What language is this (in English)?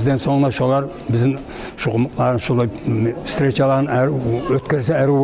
Kumyk